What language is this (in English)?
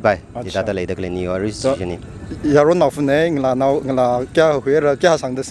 Tangkhul Naga (India)